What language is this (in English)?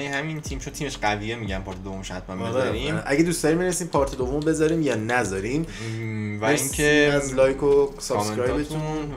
Persian